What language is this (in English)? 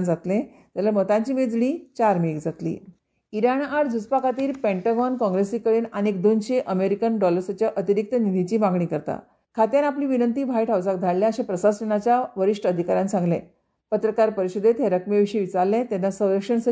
Konkani